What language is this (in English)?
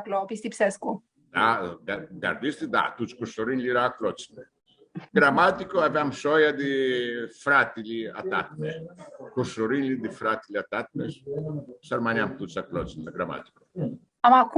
Aromanian